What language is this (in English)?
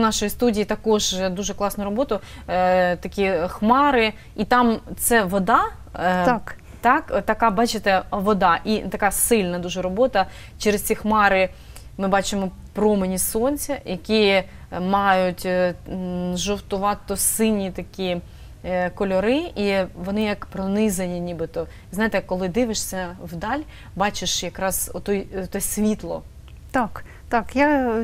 Ukrainian